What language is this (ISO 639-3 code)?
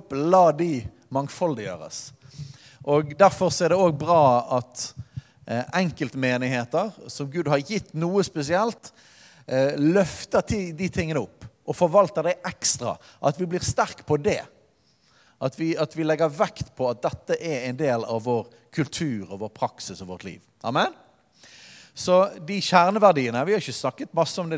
nor